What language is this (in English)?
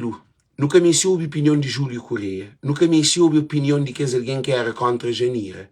Kabuverdianu